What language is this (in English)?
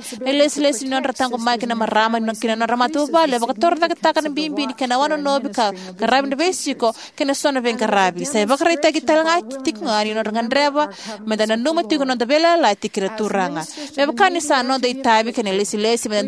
Fijian